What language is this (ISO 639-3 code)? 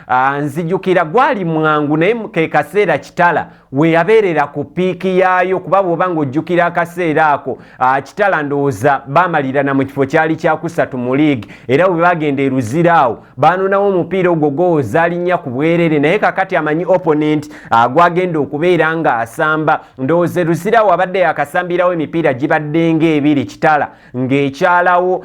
lug